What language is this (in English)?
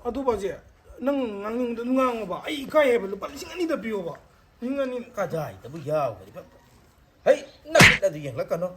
Manipuri